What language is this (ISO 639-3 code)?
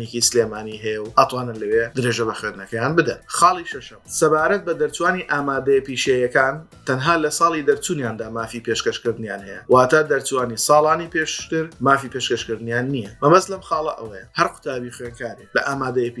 ckb